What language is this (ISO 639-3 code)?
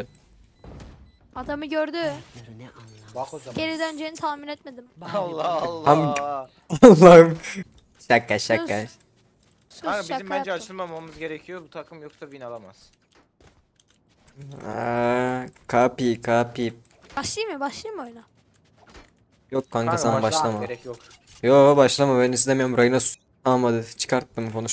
tur